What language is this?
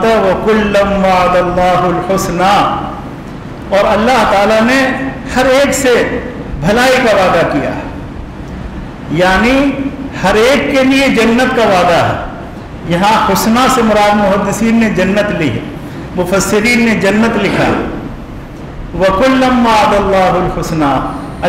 Urdu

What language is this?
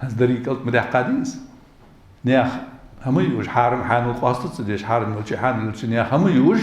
Ingush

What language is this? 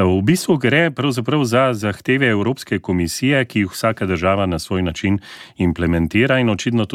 Slovenian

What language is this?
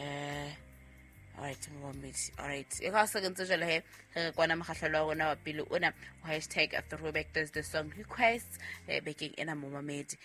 Southern Sotho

